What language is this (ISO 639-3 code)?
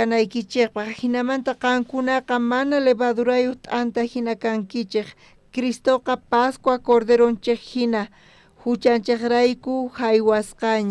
quh